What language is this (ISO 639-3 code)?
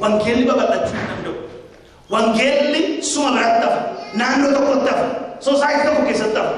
orm